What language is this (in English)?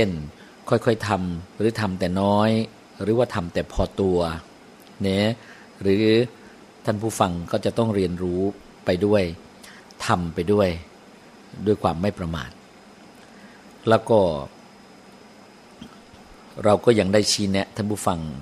Thai